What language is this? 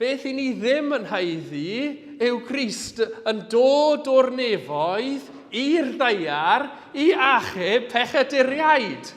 Welsh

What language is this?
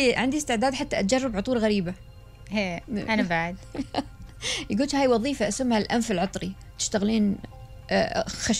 Gulf Arabic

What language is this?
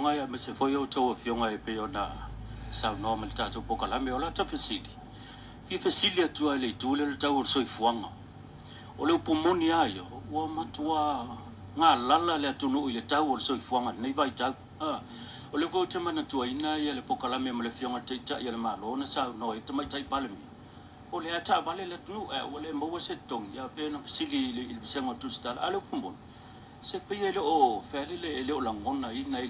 Samoan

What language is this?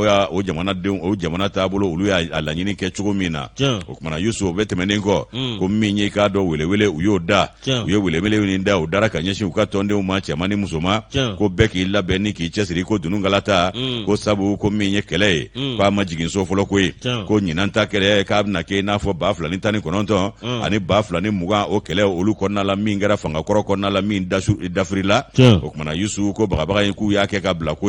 Bambara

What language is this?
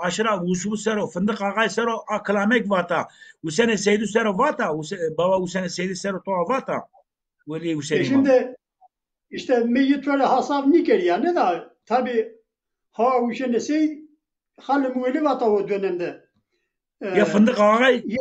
Zaza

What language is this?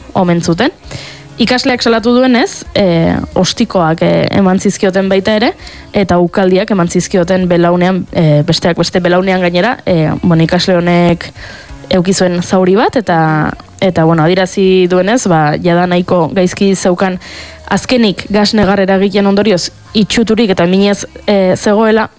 Basque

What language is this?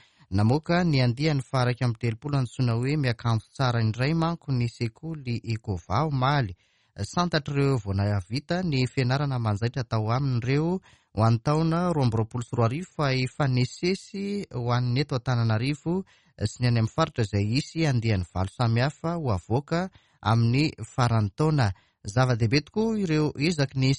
Malagasy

